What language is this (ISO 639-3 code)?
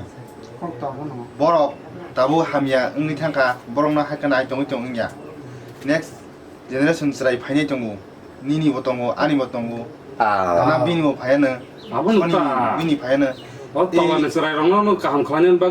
trp